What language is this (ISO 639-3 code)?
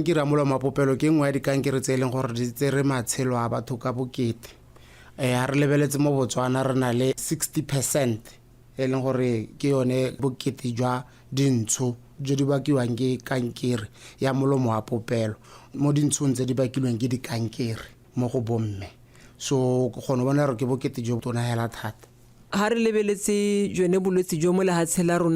tsn